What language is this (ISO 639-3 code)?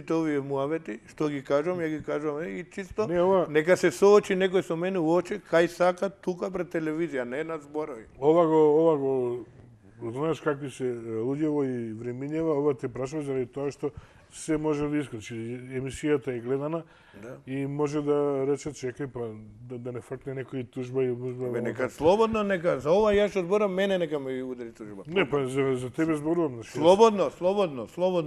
mkd